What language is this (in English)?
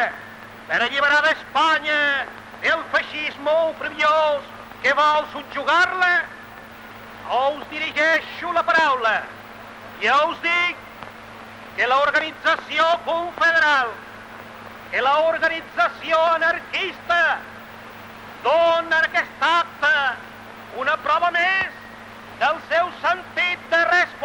Catalan